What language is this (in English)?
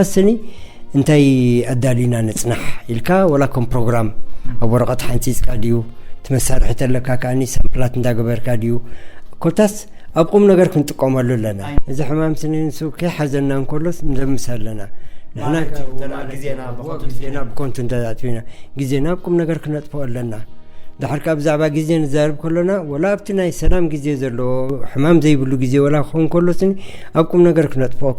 Tigrinya